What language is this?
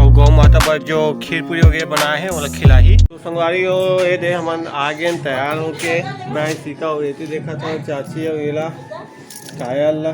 Chhattisgarhi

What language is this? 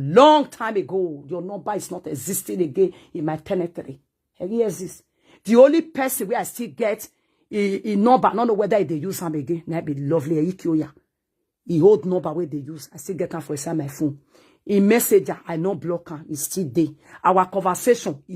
Nigerian Pidgin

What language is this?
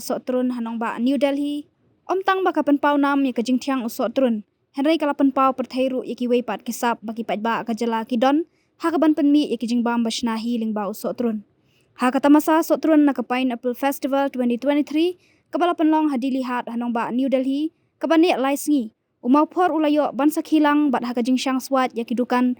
Khasi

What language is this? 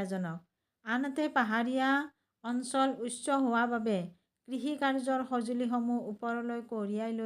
Assamese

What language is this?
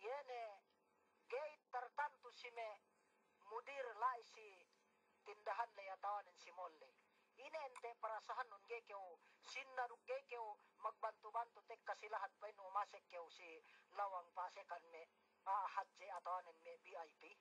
Yakan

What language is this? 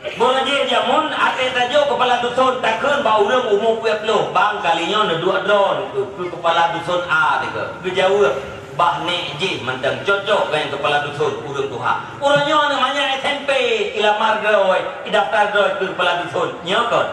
Achinese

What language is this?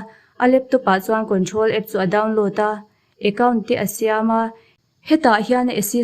Mizo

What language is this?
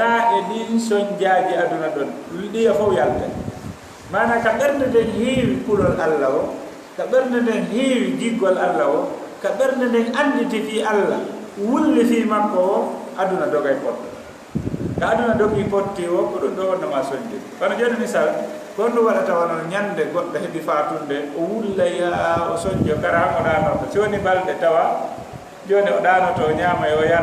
Fula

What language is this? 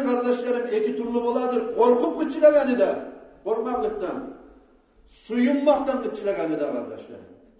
Kumyk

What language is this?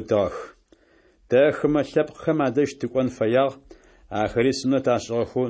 Adyghe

